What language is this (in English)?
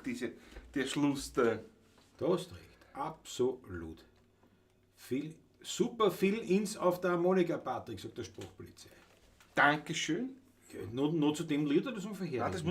Bavarian